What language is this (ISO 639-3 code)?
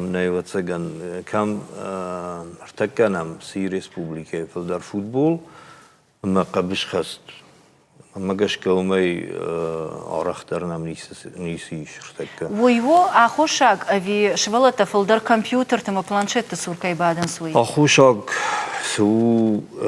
oss